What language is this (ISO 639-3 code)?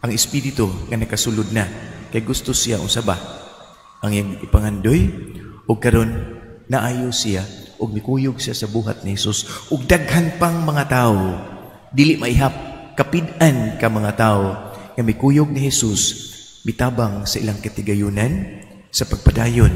ceb